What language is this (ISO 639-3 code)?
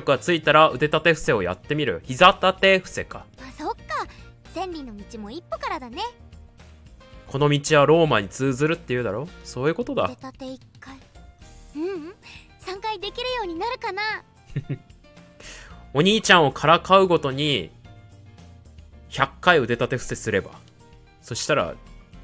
jpn